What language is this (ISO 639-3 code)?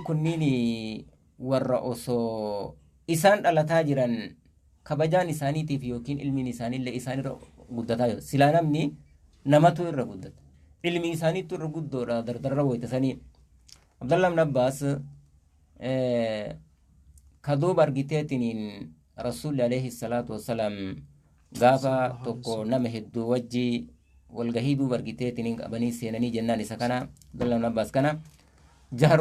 orm